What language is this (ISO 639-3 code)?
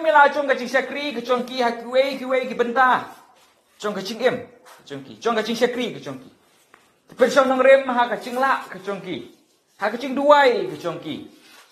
kha